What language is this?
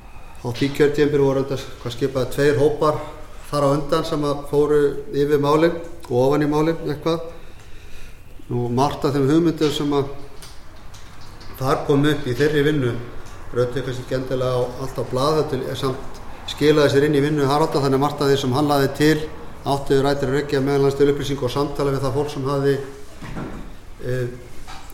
Icelandic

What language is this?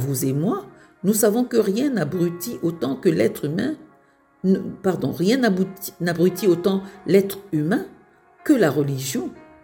French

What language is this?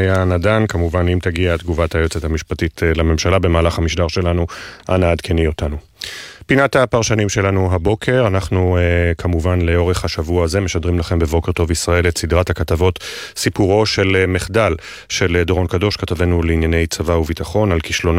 Hebrew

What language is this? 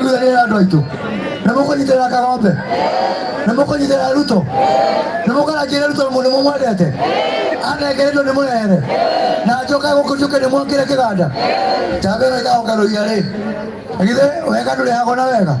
Kikuyu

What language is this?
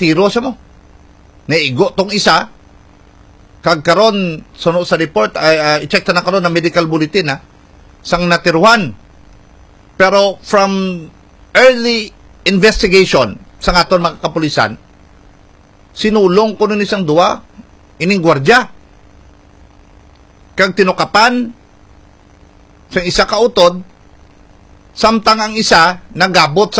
Hiligaynon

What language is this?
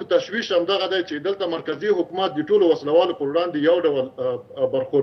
Pashto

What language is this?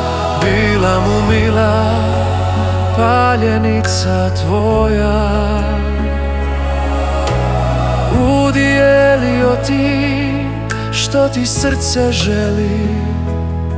Croatian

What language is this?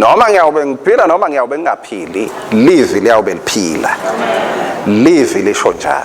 Swati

